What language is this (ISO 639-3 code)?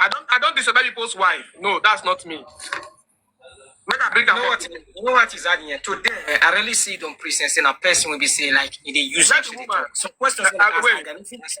pcm